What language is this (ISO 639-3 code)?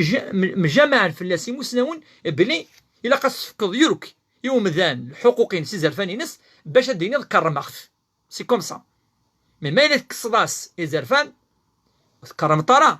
kab